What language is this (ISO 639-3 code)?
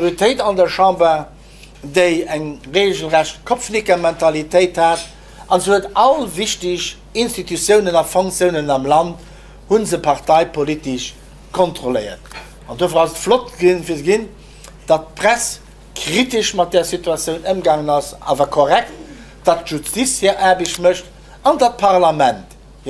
ltz